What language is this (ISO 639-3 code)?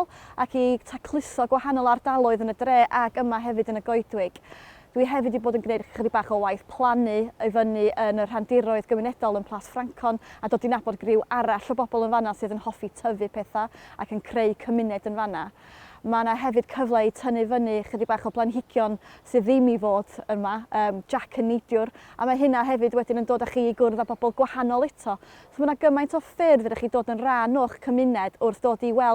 cym